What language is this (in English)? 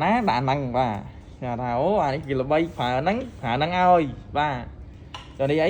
Khmer